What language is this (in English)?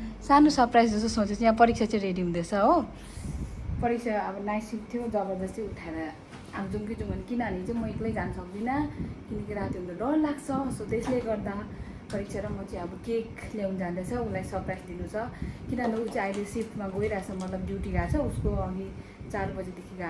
Nepali